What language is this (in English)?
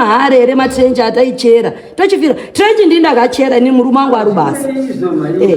Shona